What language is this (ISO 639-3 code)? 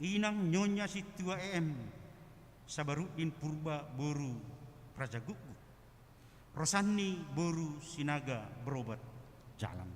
bts